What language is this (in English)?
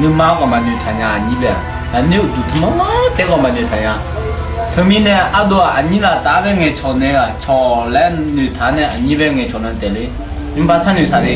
Akha